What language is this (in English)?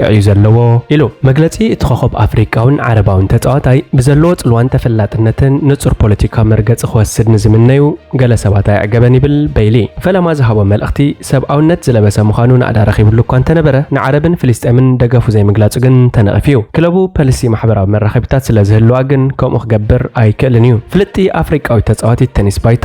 Tigrinya